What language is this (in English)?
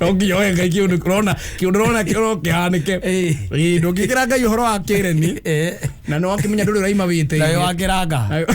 Kikuyu